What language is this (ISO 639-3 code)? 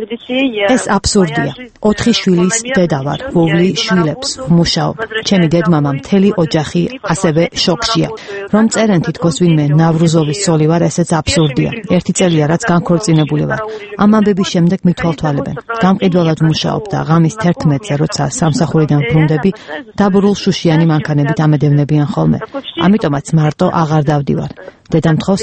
kat